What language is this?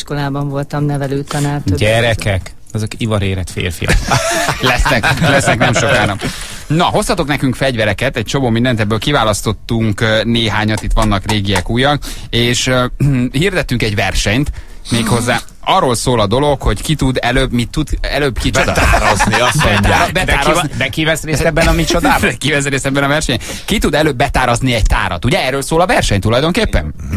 Hungarian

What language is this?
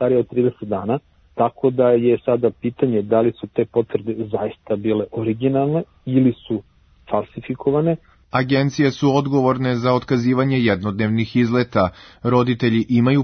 Serbian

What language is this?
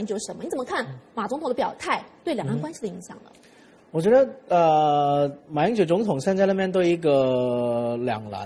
Chinese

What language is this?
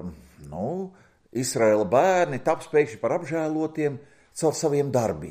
Latvian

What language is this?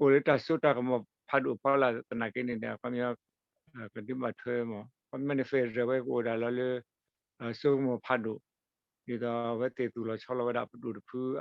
S'gaw Karen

